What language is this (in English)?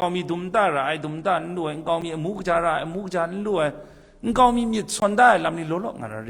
Kachin